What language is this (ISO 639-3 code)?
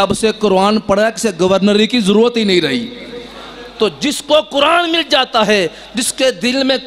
urd